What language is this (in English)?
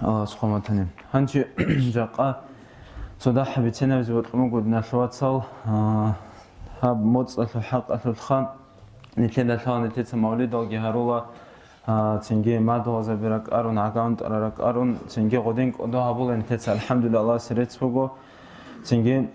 Avaric